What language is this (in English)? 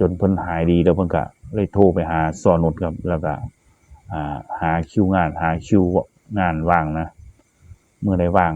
Northeastern Thai